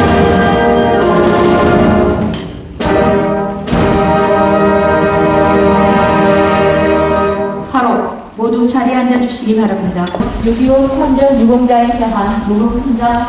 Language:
Korean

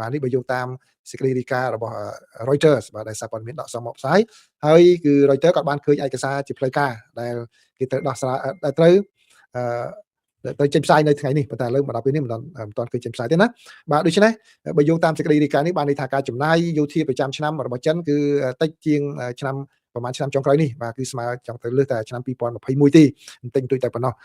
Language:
Khmer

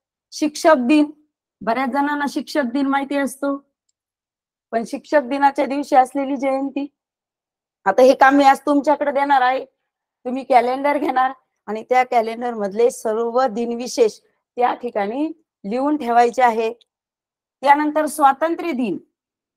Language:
Marathi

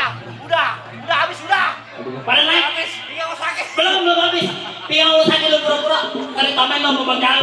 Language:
Betawi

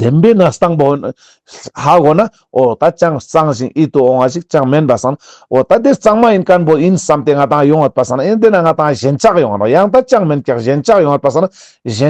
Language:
Ladakhi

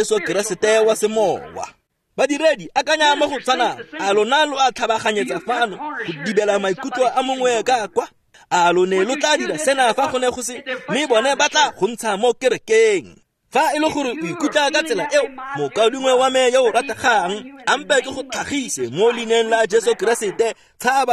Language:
Tswana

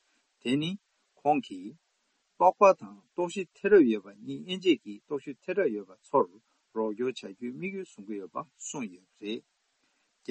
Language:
Tibetan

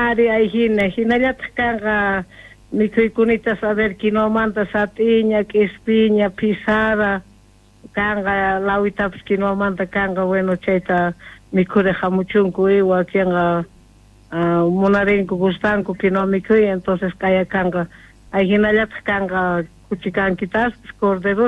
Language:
South Bolivian Quechua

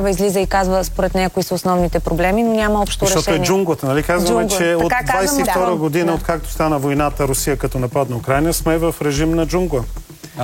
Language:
Bulgarian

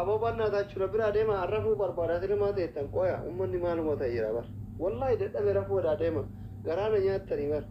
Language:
Oromo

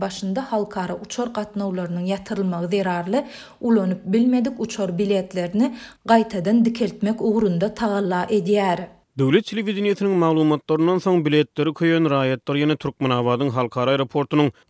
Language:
Turkmen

